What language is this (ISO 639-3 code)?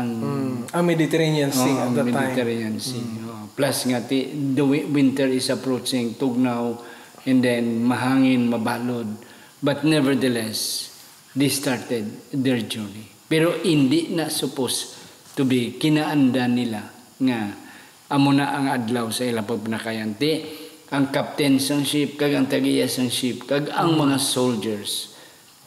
hil